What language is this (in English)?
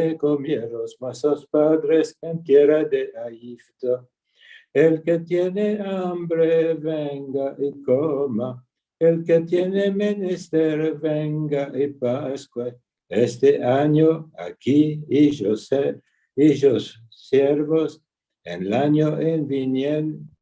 Ladino